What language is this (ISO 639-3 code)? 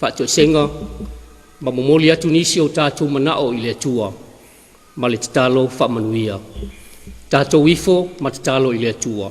smo